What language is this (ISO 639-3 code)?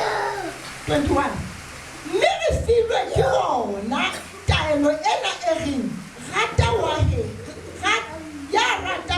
zul